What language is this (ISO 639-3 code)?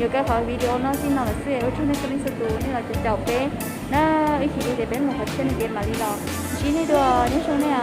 hmn